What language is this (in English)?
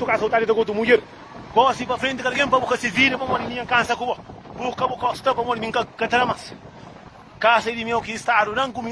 Kabuverdianu